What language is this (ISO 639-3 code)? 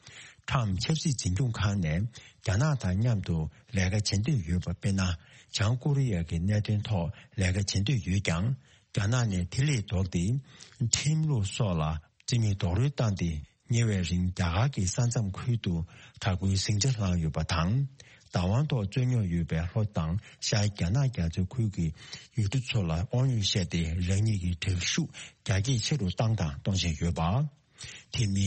bod